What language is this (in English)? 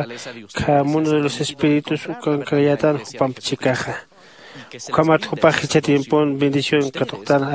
Aymara